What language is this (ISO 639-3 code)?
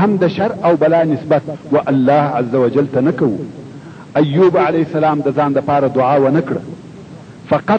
pus